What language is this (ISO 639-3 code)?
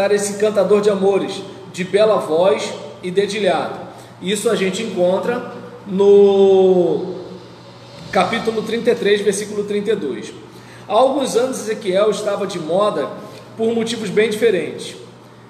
por